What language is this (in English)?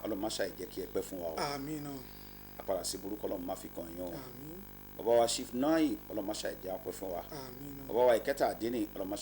Yoruba